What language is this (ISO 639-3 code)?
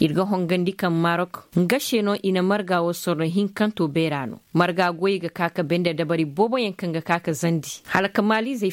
dje